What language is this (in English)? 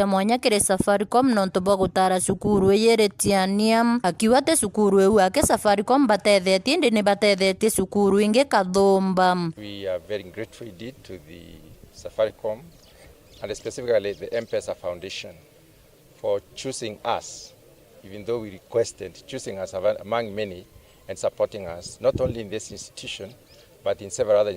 Meru